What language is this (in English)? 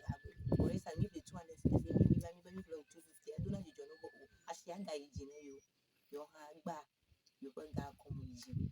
Ewe